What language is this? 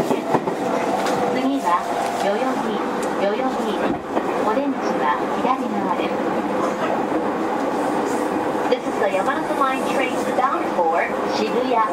Japanese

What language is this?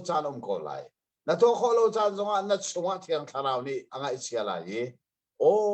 Hakha Chin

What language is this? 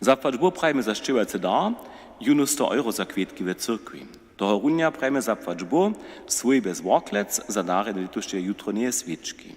Upper Sorbian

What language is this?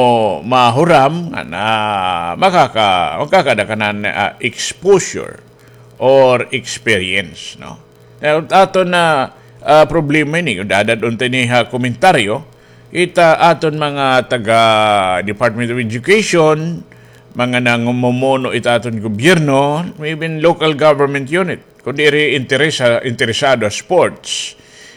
Waray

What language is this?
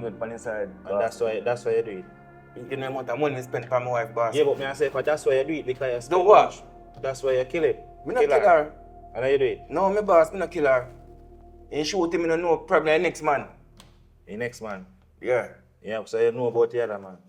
Jamaican Creole English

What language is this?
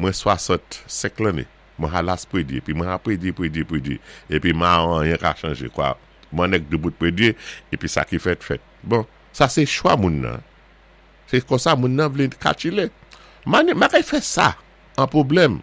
Saint Lucian Creole French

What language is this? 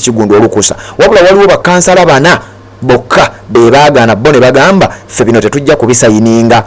Ganda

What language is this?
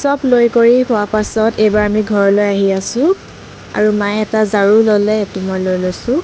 Assamese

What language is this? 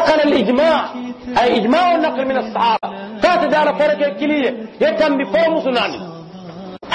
Mandingo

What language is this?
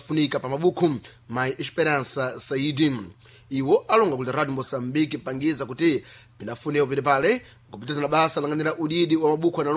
Sena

